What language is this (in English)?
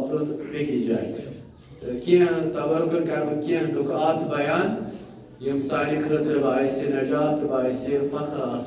Kashmiri